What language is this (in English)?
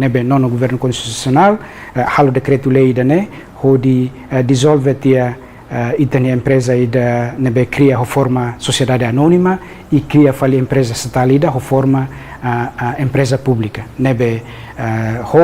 Tetum